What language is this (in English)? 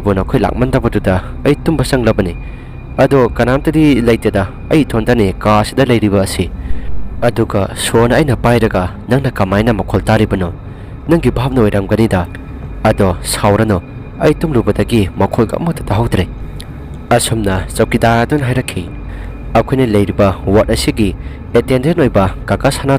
Manipuri